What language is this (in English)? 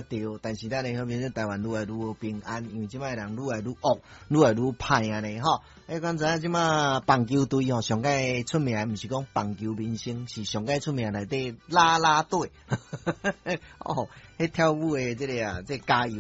Min Nan Chinese